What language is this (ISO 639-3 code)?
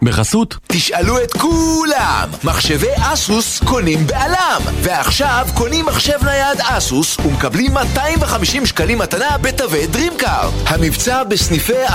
heb